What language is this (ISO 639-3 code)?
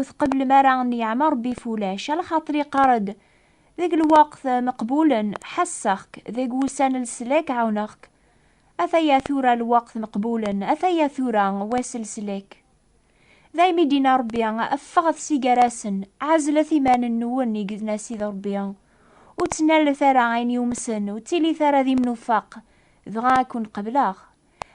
kab